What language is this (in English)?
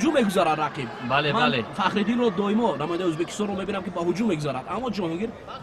Tajik